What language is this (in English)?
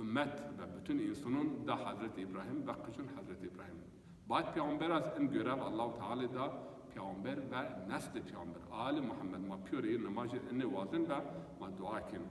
Zaza